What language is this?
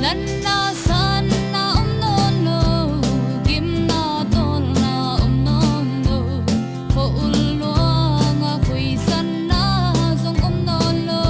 Tedim Chin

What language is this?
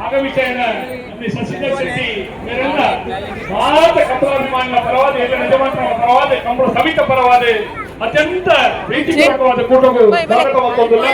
Tulu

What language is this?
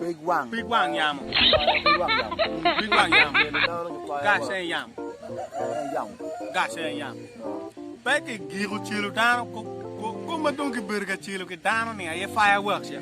Acoli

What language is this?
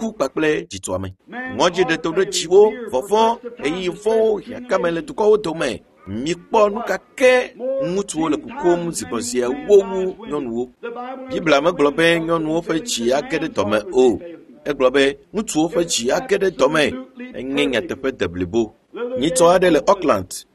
Ewe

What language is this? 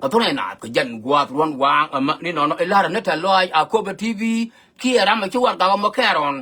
Nuer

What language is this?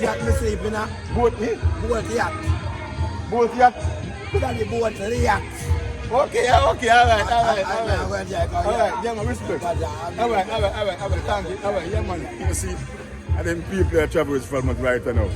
Jamaican Creole English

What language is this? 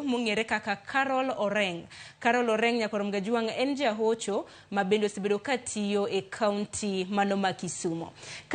Luo (Kenya and Tanzania)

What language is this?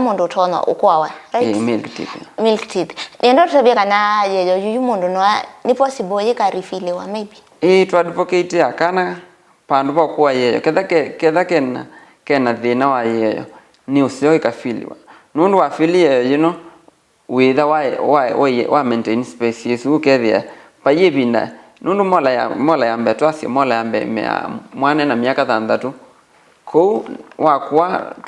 Kamba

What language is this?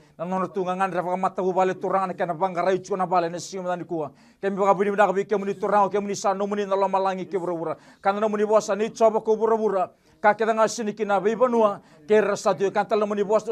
Fijian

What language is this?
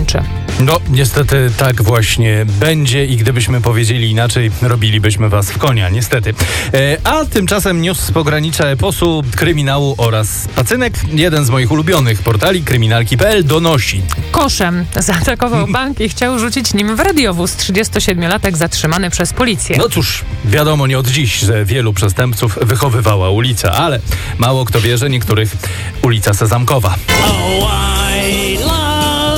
Polish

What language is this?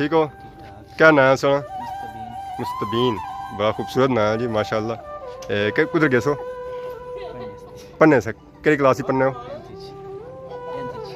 Pahari-Potwari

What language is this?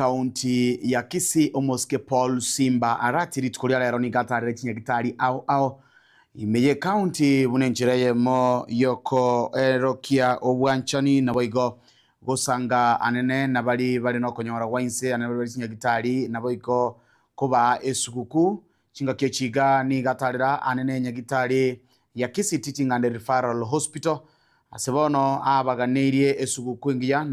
Gusii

